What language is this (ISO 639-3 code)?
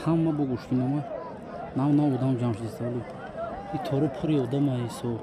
tgk